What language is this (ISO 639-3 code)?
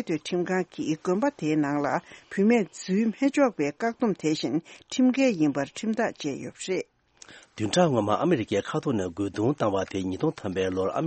bod